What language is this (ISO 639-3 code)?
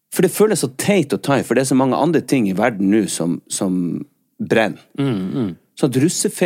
nor